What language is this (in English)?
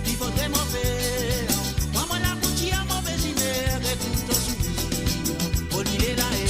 Morisyen